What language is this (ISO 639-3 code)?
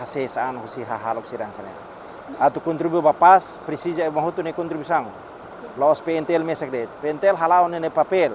tet